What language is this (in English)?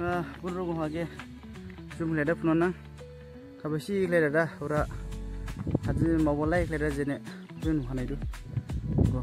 Dimasa